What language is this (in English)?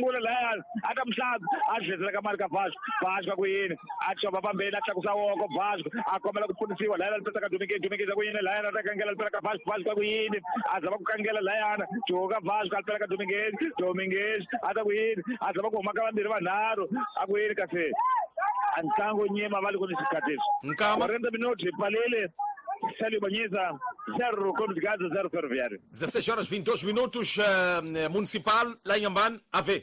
Tsonga